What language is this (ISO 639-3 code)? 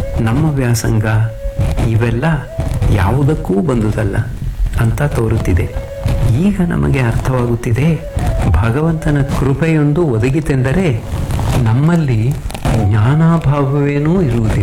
kan